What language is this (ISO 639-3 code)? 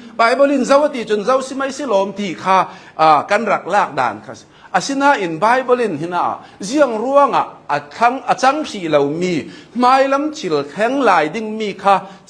cnh